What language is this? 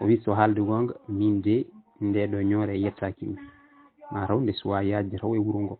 Fula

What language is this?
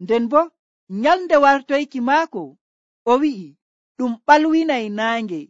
Nigerian Fulfulde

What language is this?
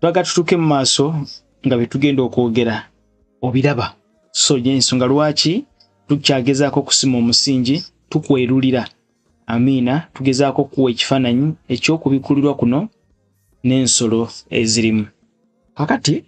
Ganda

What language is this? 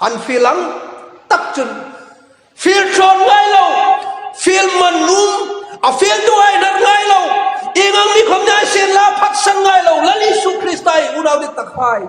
Hmar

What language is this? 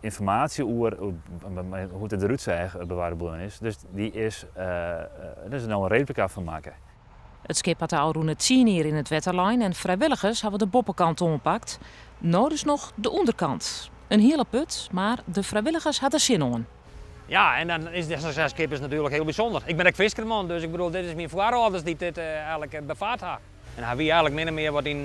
Western Frisian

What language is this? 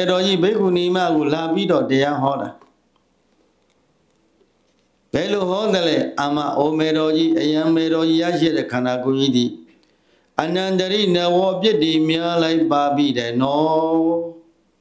Burmese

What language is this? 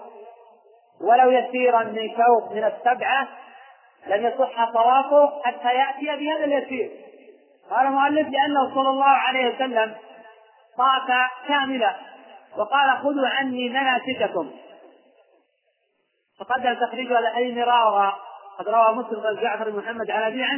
Arabic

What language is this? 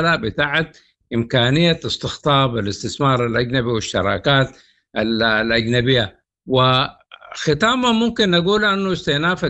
Sudanese Arabic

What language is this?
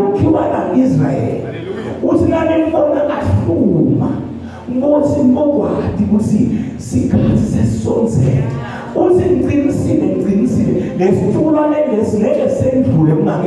Zulu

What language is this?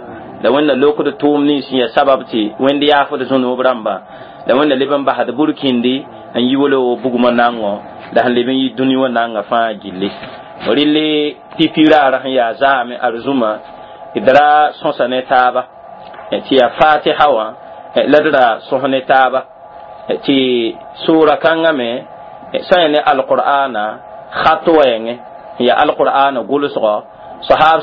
Mossi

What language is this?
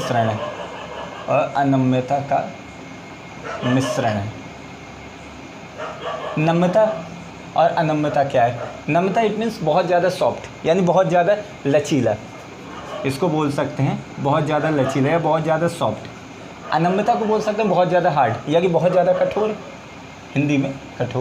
Hindi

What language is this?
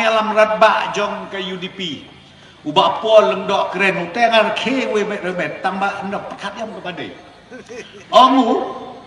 Khasi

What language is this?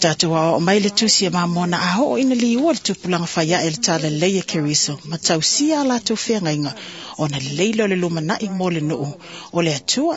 Samoan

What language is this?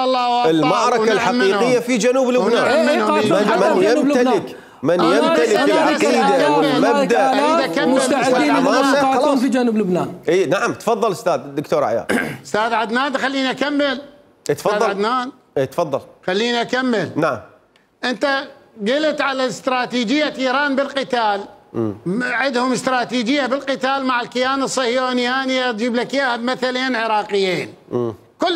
Mesopotamian Arabic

